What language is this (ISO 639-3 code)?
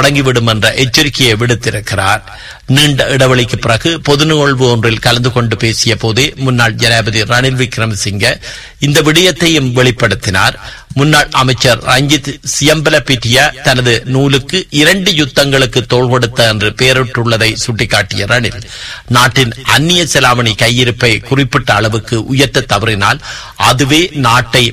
tam